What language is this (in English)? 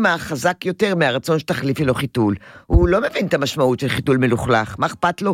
Hebrew